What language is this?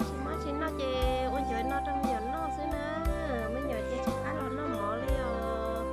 Hmong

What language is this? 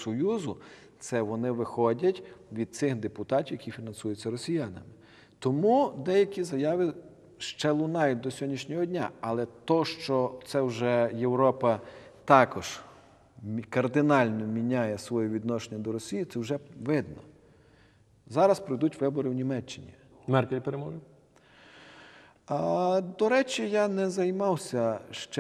Ukrainian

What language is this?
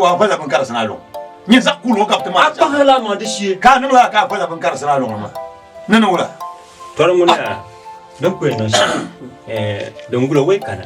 Dagbani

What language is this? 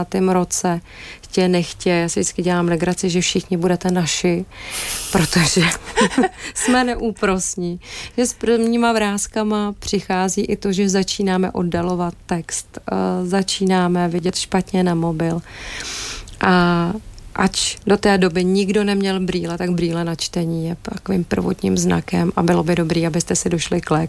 Czech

